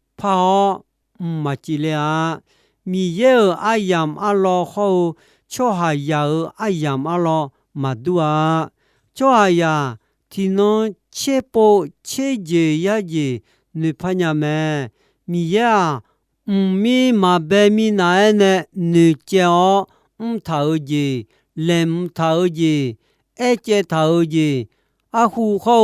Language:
Akha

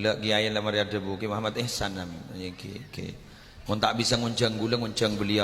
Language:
Madurese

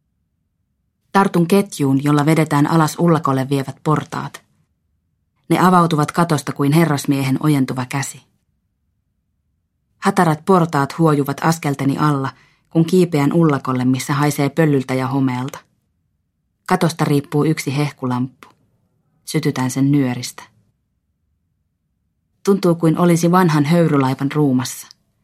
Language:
Finnish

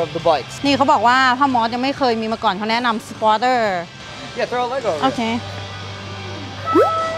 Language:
Thai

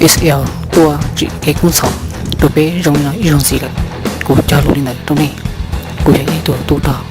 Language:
Hmong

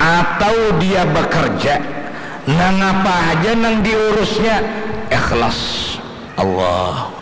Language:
Banjar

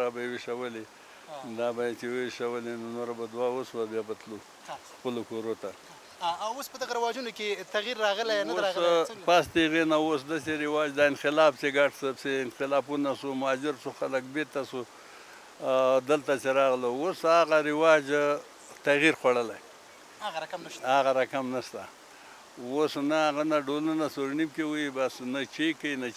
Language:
Pashto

